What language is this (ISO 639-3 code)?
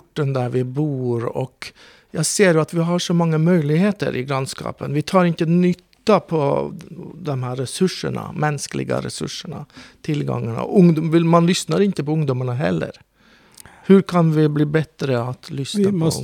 swe